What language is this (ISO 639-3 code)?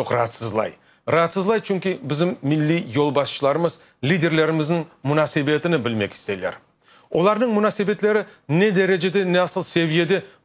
crh